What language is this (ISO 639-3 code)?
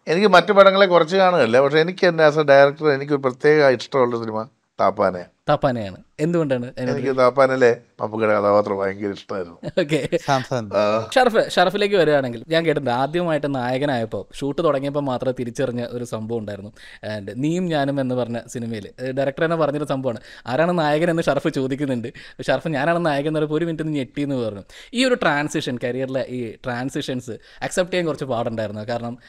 mal